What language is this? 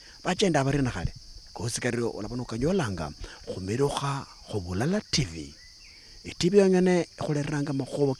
Luyia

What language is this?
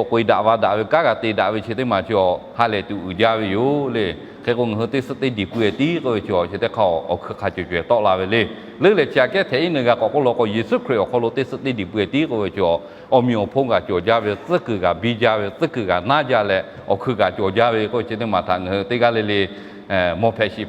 Lahu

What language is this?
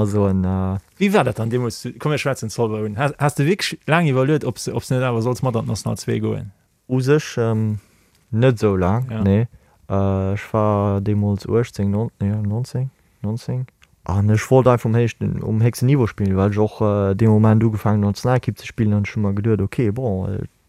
Luxembourgish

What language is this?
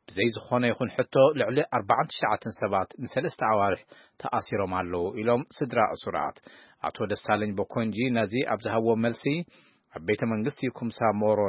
Tigrinya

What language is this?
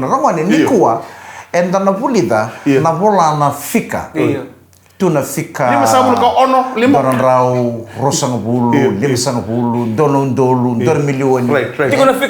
Fijian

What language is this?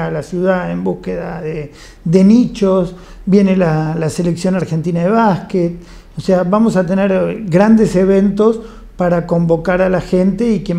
Spanish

